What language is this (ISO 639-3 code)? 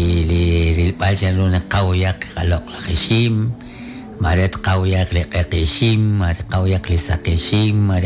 kek